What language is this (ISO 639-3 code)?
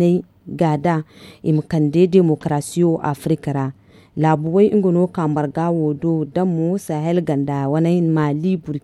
dje